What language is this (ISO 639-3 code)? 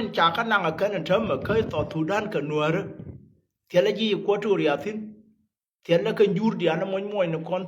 nus